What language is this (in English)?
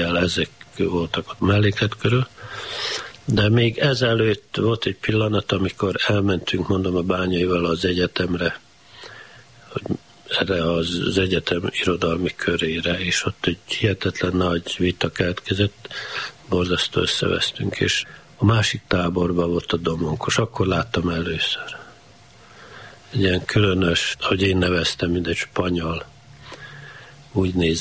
Hungarian